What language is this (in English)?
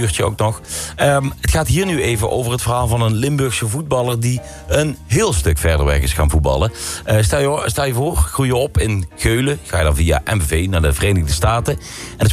Dutch